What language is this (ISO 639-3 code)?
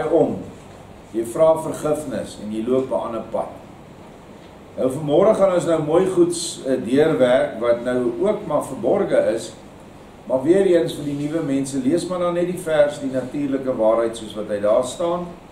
afr